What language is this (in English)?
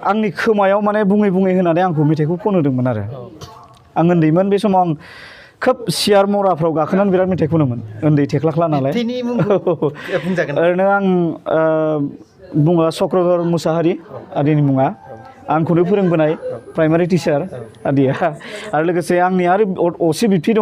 Bodo